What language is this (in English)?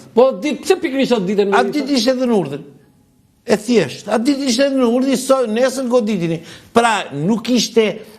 Albanian